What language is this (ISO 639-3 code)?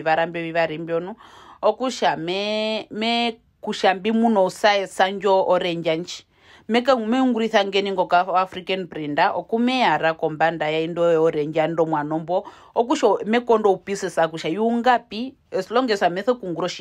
her